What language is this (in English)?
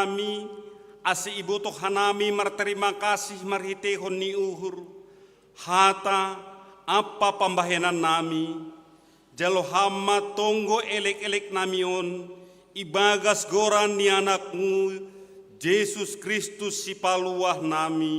Batak Simalungun